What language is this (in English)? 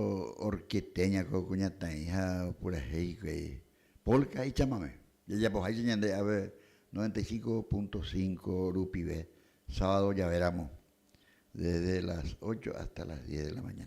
Guarani